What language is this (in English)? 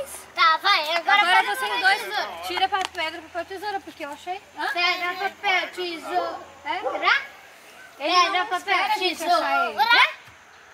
Portuguese